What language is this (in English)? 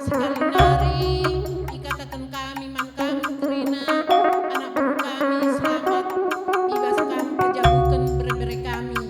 Batak Karo